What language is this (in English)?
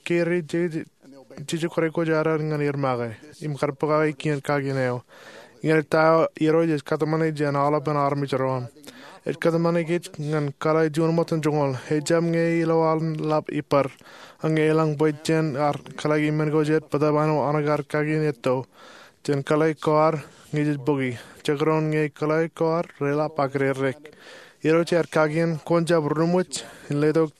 Marshallese